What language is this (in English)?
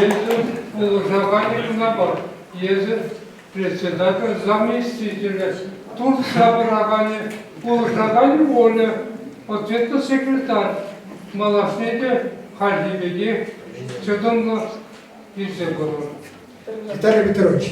Chuvash